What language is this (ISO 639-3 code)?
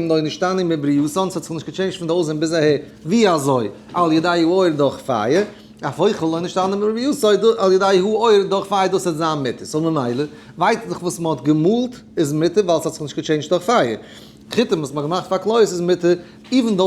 yid